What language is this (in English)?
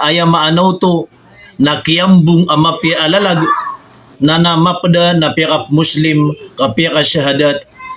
Maranao